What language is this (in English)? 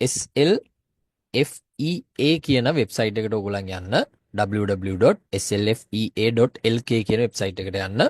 Sinhala